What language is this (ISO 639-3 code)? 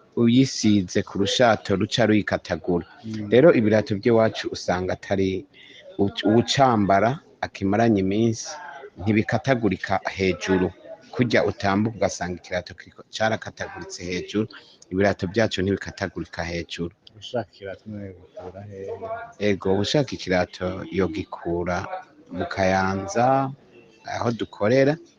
run